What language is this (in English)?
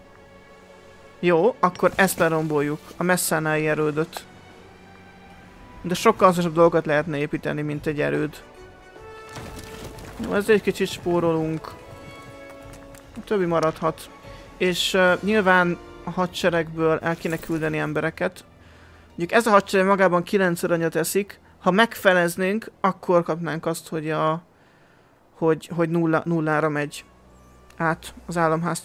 Hungarian